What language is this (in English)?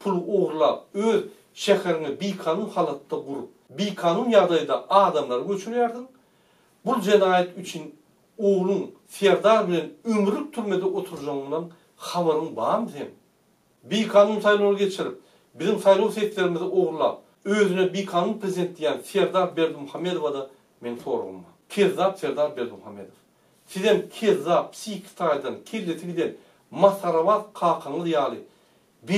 Turkmen